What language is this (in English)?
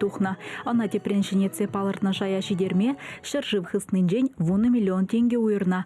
Chuvash